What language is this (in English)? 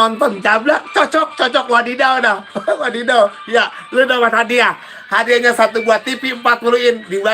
Betawi